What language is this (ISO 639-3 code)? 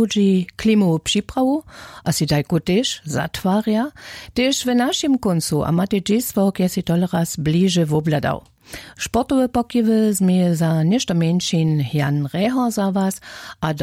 hsb